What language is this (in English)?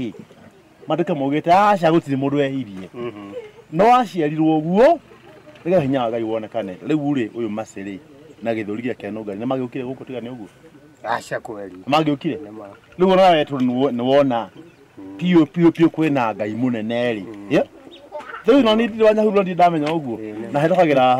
Kikuyu